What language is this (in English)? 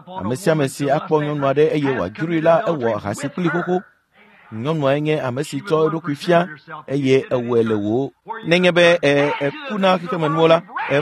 Ewe